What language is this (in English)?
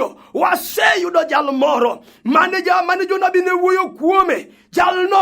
Luo (Kenya and Tanzania)